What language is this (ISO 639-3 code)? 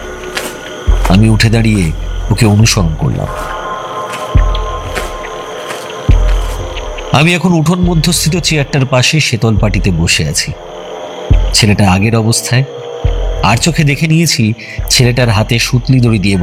ben